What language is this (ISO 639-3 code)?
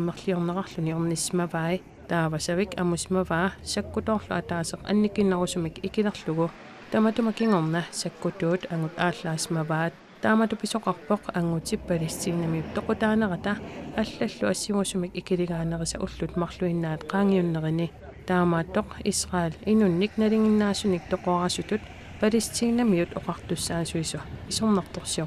kal